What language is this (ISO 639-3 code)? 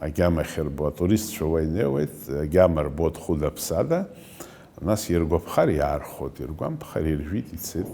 abk